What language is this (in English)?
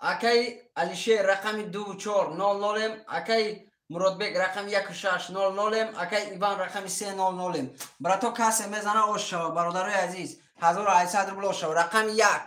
Tajik